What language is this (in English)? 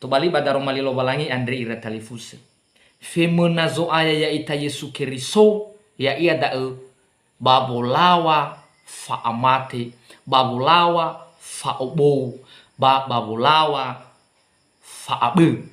Nias